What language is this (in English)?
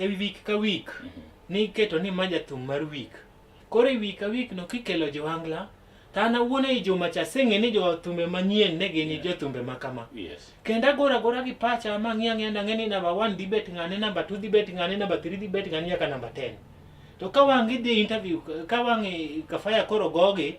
Luo (Kenya and Tanzania)